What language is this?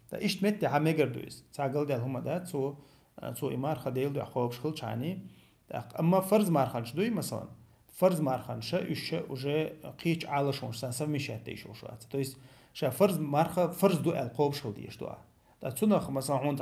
Chechen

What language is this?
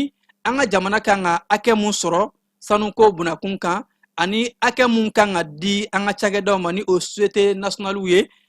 Bambara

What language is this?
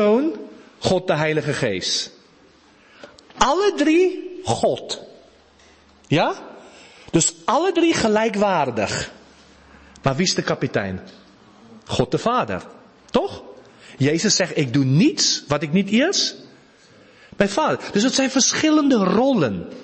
Dutch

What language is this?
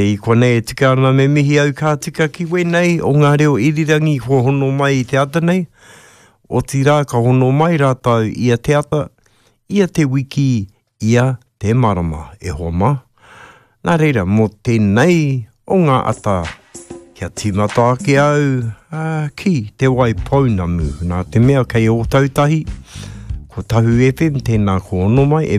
Māori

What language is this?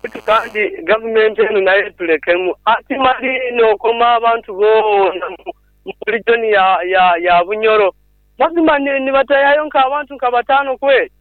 Nyoro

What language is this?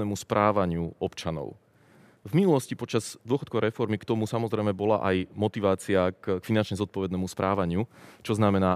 Slovak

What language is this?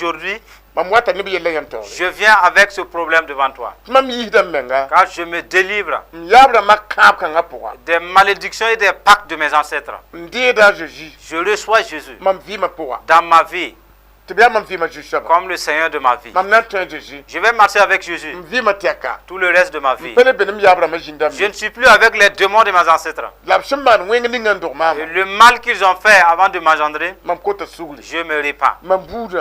Mossi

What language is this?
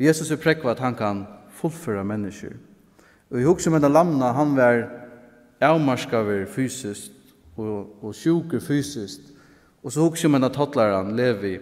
Faroese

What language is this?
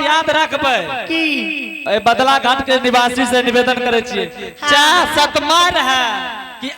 Angika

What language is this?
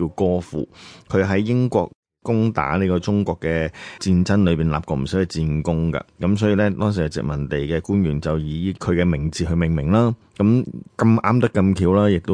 Cantonese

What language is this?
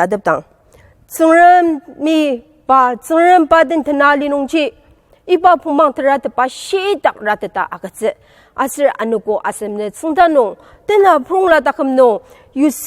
Ao Naga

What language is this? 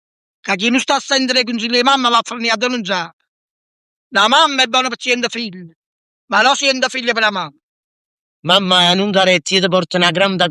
Neapolitan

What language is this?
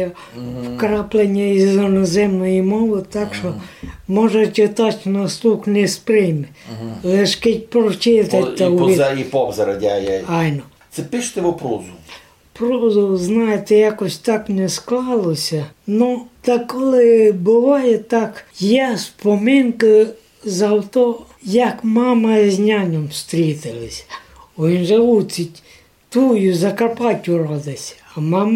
Rusyn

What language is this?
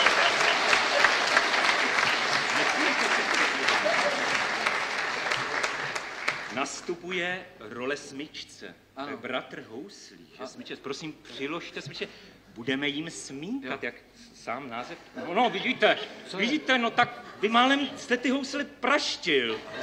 Czech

